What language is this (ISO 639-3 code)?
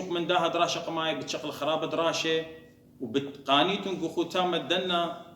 aii